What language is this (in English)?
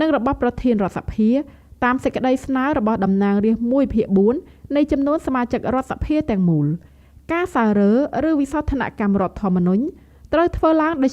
Khmer